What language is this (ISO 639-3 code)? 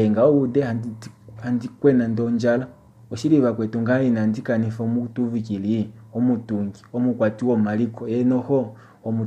kua